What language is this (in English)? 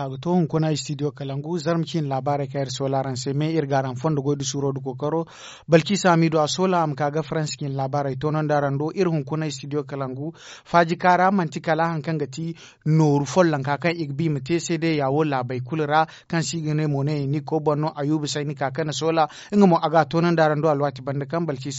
Zarma